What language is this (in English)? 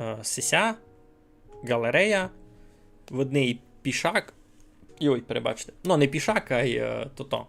Rusyn